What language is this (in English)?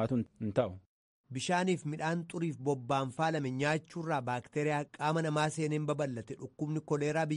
Oromo